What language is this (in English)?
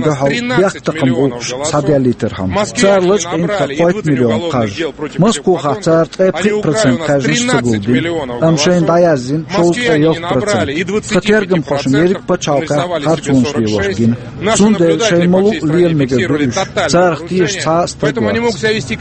Chechen